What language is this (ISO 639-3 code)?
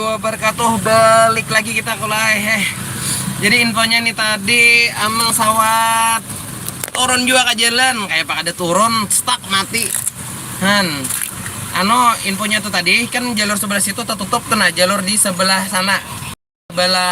bjn